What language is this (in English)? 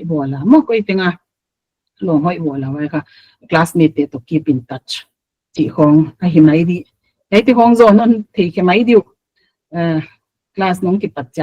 Paite Chin